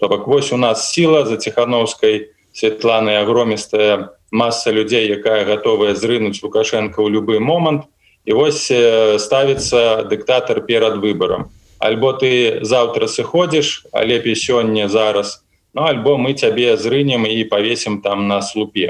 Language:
Belarusian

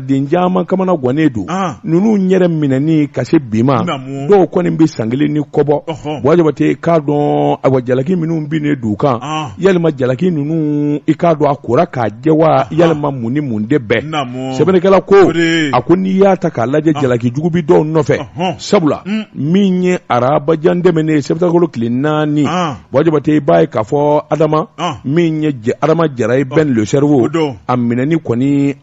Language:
Bambara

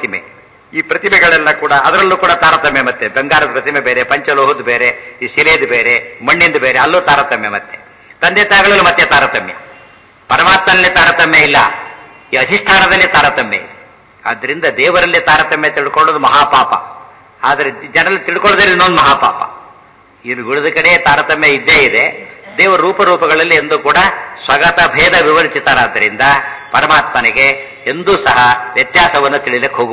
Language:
Kannada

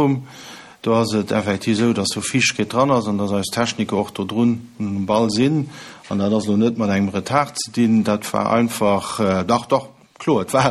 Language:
Luxembourgish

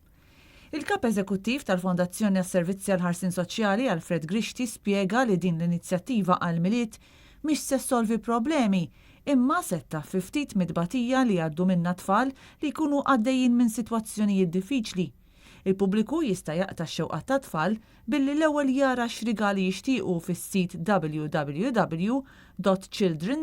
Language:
Maltese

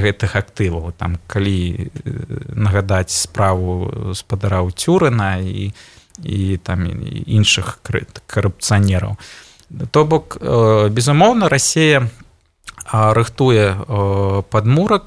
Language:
Belarusian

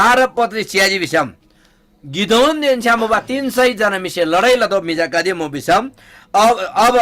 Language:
Eastern Tamang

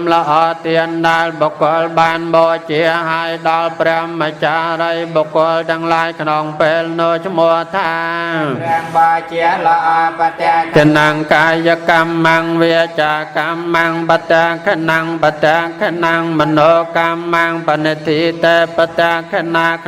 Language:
Khmer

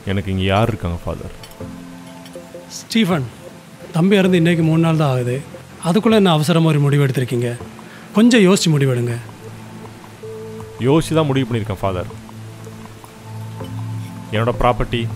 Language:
Tamil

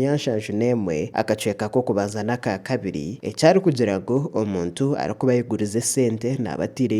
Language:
Nyankole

